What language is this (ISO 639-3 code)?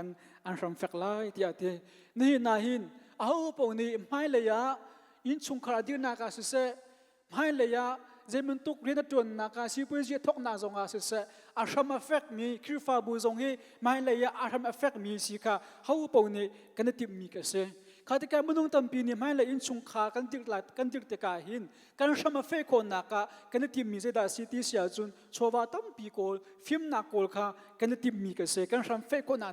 cnh